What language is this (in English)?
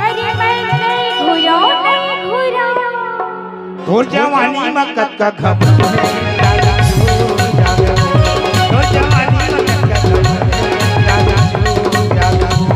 Chhattisgarhi